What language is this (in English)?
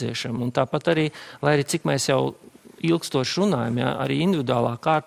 Latvian